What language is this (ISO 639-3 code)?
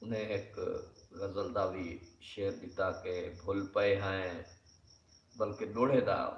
skr